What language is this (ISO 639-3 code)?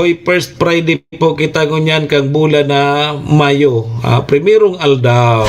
bik